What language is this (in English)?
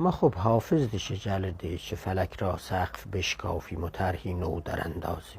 South Azerbaijani